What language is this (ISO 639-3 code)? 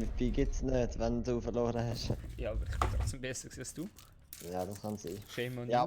gsw